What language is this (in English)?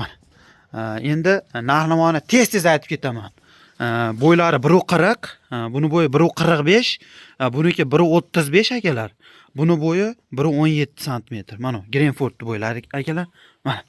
Uzbek